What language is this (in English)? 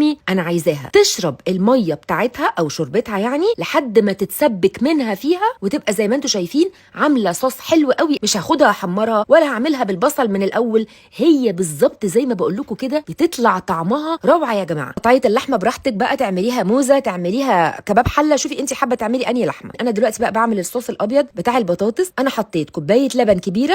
Egyptian Arabic